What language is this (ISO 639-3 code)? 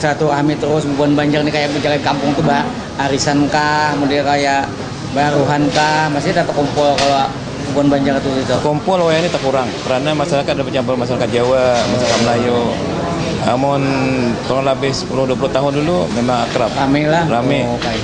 bjn